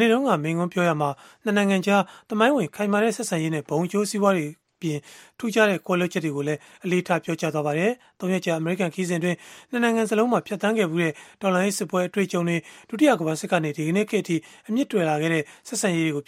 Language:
Burmese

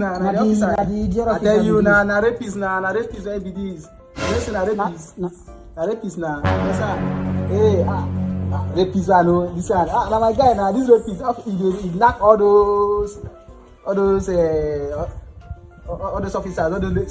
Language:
Nigerian Pidgin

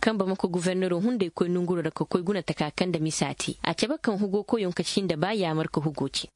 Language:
Koyraboro Senni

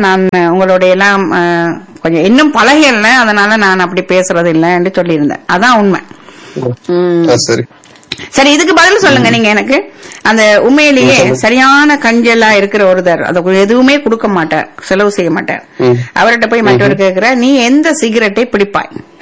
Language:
Tamil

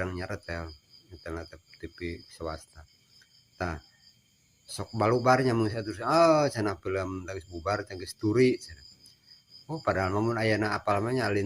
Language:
Sundanese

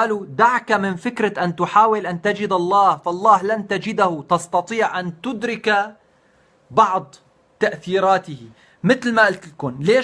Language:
North Levantine Arabic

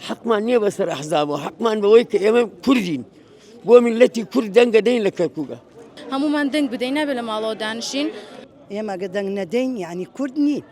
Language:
Central Kurdish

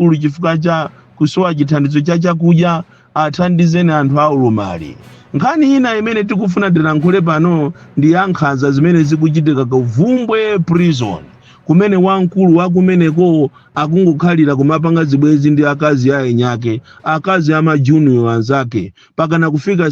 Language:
Nyanja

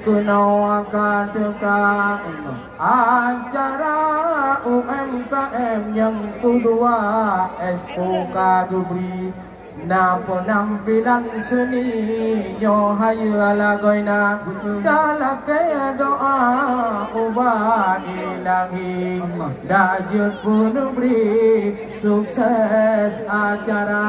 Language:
Achinese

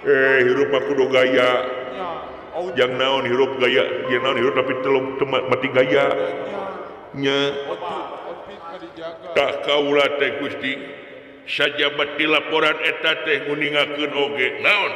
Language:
Sundanese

